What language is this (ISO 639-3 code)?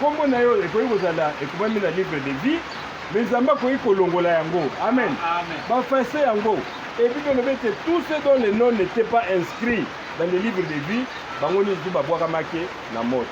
lin